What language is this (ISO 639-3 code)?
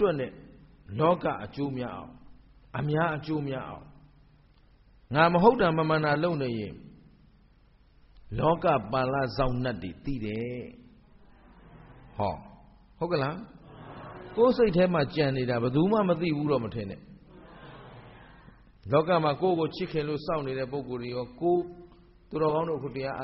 mya